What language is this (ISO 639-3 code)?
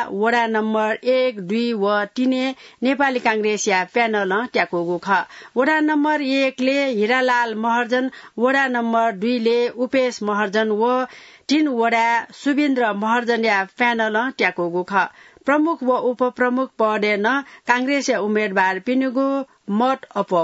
new